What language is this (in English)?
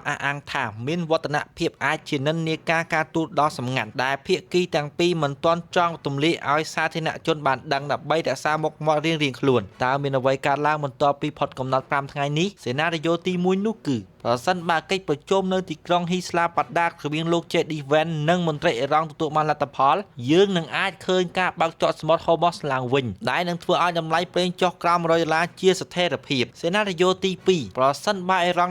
Khmer